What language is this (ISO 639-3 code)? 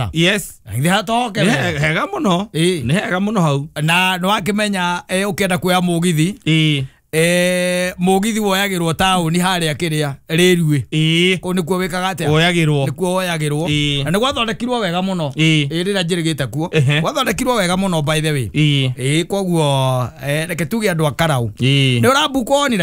kik